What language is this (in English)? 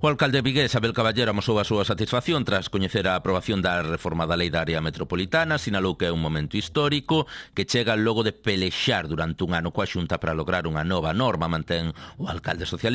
Galician